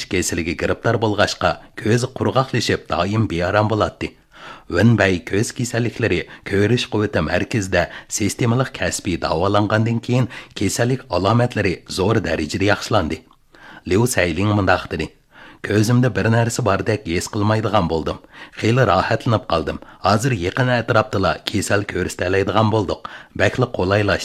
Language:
Uyghur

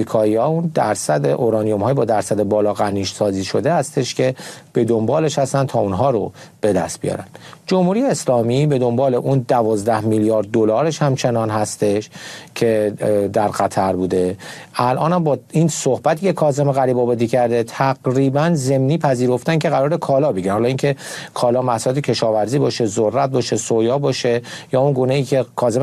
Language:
Persian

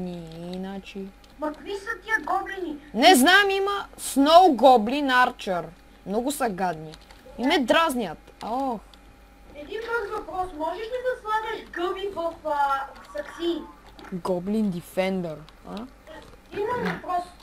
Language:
Bulgarian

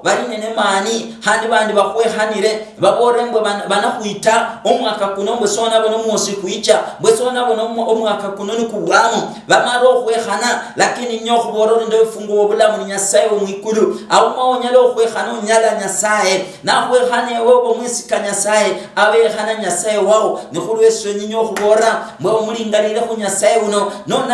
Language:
Luyia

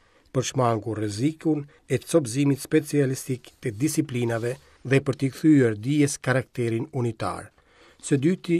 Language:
Albanian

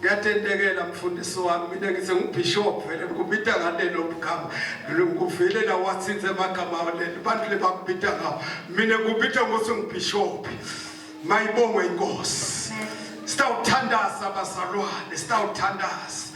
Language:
Zulu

